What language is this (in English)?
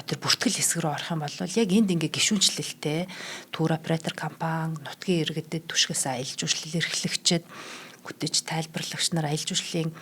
Mongolian